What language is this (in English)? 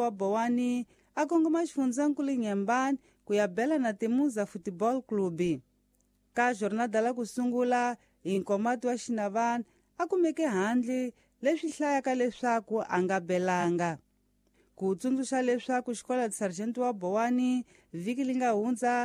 Tsonga